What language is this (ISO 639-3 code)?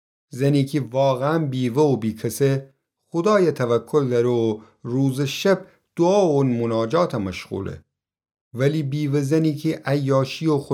glk